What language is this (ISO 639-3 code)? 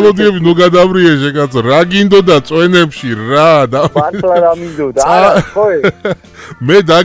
kat